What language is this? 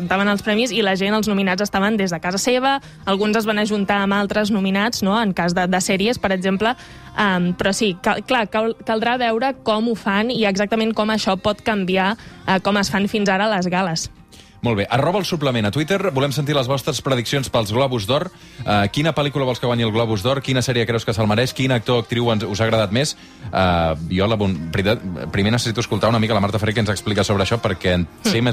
Catalan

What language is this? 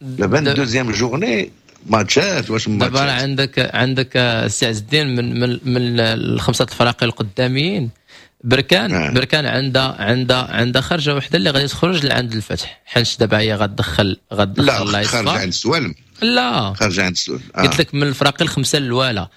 Moroccan Arabic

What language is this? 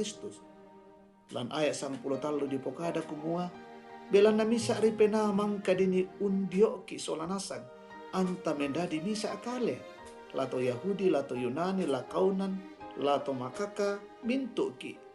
Toraja-Sa'dan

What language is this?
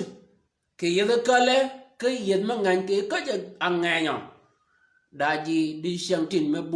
Shilluk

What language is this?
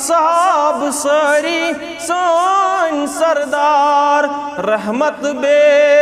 Kashmiri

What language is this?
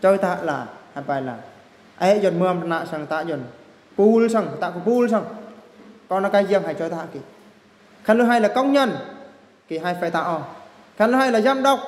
Eastern Bru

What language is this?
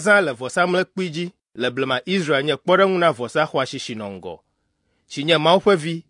Ewe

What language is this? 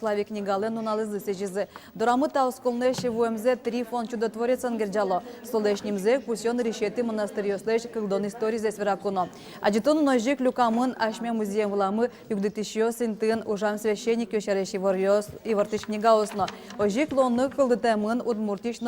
Udmurt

